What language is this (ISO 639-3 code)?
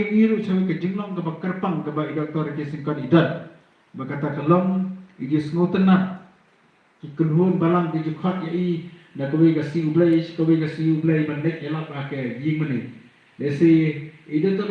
kha